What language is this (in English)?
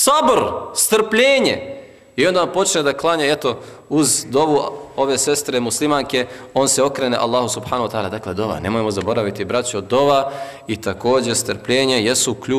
Bosnian